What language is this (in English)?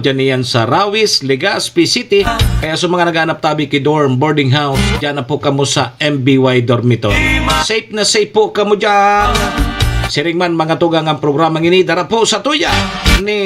Bikol